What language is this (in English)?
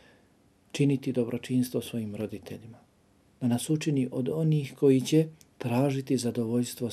Bosnian